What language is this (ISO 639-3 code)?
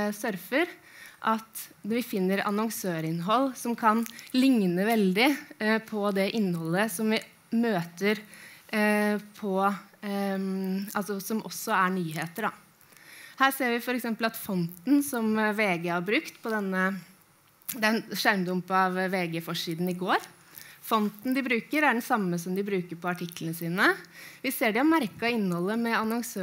nor